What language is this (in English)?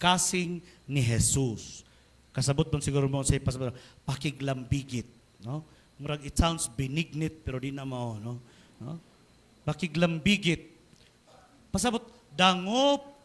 Cebuano